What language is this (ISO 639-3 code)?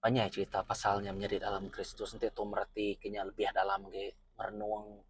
iba